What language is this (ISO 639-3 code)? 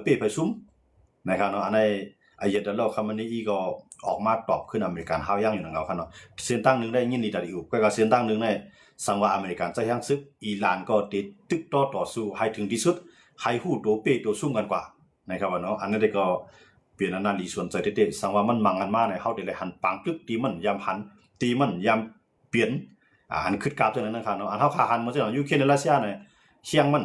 shn